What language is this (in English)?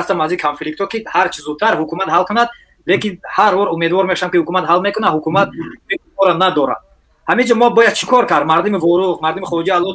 Tajik